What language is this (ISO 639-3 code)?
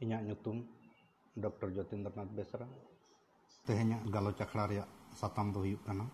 sat